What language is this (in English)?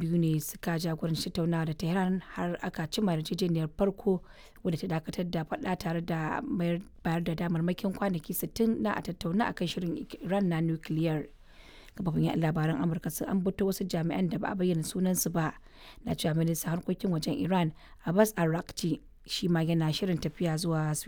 Hausa